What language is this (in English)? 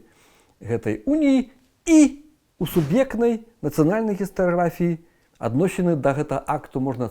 Belarusian